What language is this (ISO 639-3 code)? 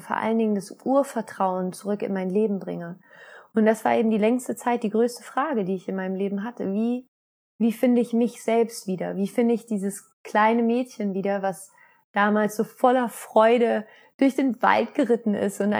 deu